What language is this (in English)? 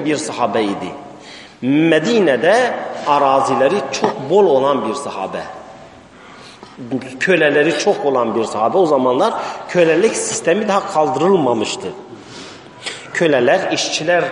Turkish